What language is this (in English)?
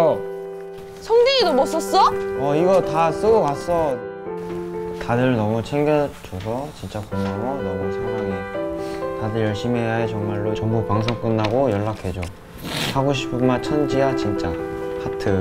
Korean